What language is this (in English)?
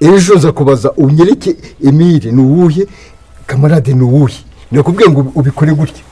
Kinyarwanda